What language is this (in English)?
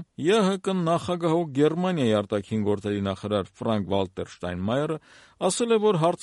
Armenian